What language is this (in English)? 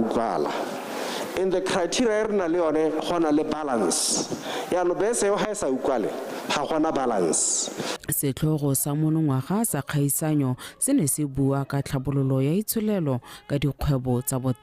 Tswana